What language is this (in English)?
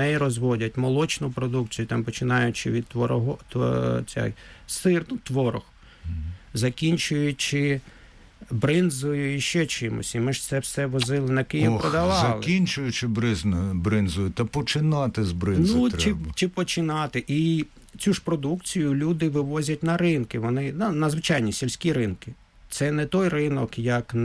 Ukrainian